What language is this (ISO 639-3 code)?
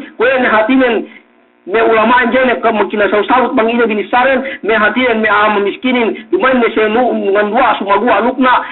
yka